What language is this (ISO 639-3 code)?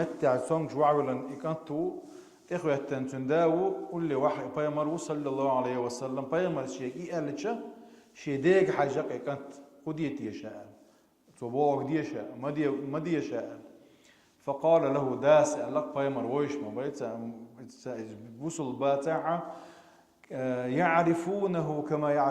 che